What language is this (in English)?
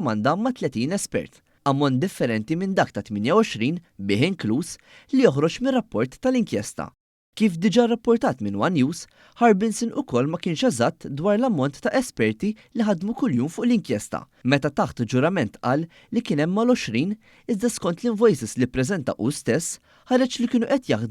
Maltese